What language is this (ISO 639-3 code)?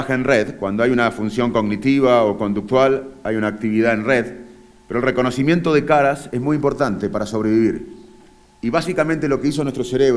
spa